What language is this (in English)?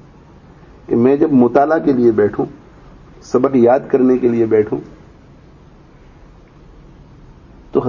Urdu